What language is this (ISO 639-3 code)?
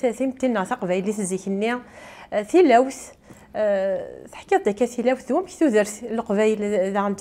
kab